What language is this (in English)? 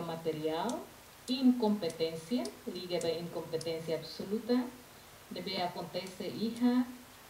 Tetum